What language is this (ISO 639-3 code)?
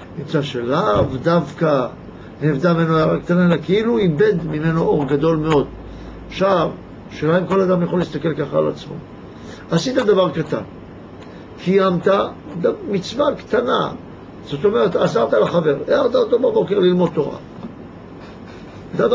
heb